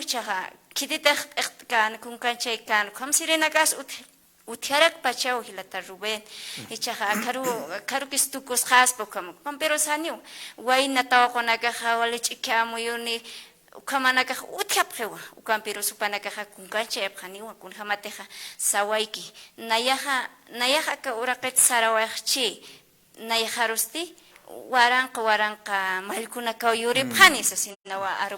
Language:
Aymara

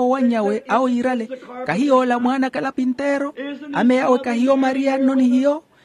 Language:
Makhuwa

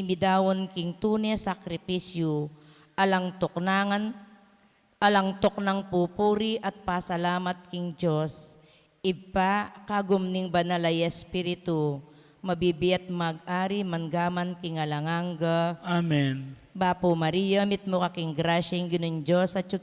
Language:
Pampanga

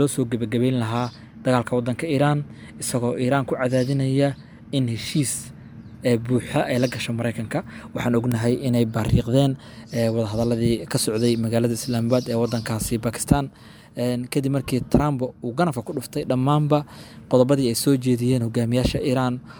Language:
Somali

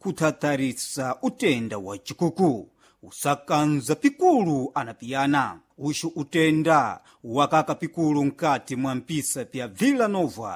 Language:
Sena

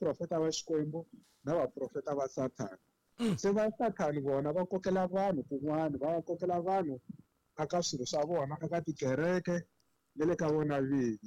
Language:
Tsonga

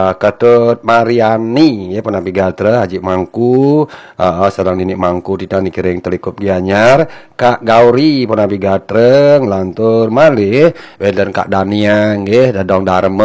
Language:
Balinese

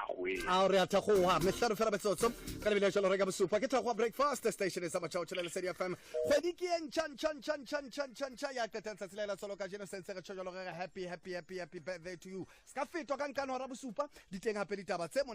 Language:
Tswana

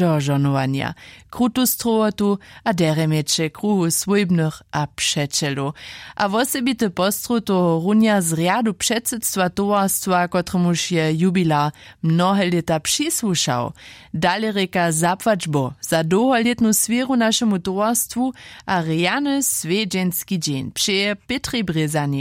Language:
Upper Sorbian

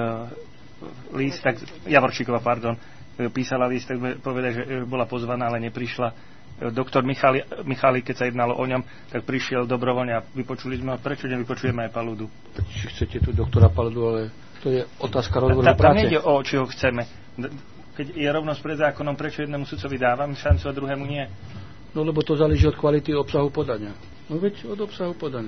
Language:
Slovak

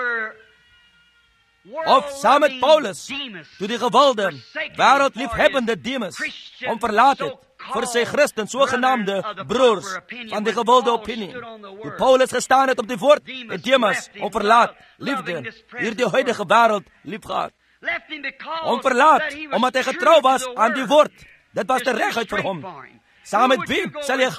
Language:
Afrikaans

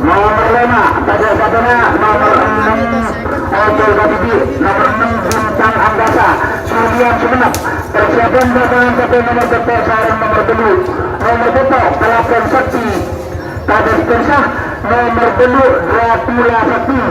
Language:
Madurese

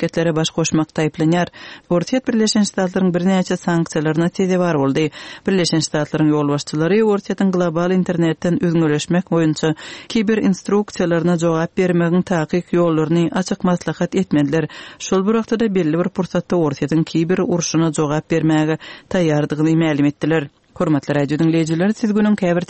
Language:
Turkmen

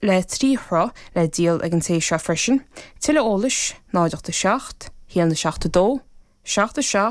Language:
Irish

